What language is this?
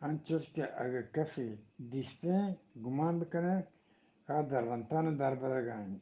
Eastern Balochi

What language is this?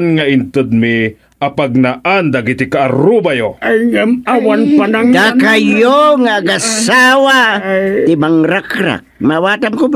Iloko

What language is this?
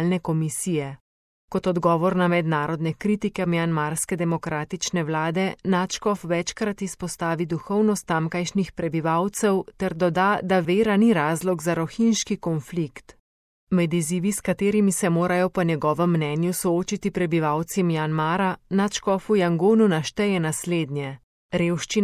Slovenian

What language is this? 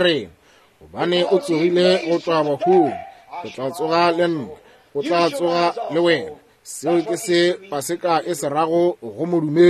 Northern Sotho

